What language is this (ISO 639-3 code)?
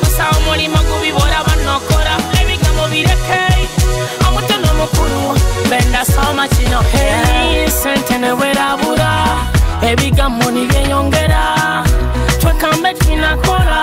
nyo